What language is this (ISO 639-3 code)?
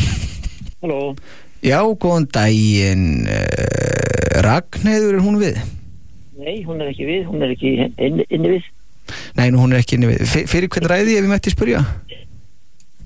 isl